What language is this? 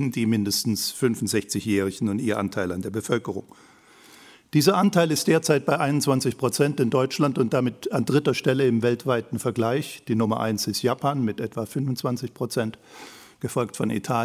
German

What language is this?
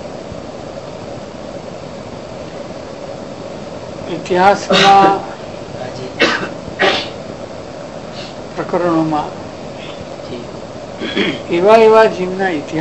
Gujarati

